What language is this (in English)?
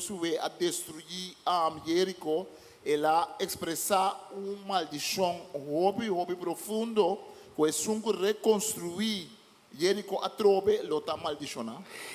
Papiamento